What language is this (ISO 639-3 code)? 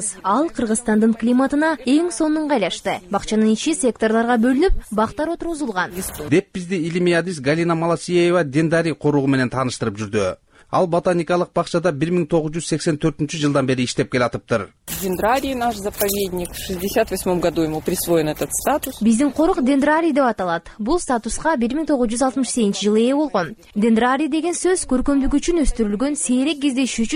kir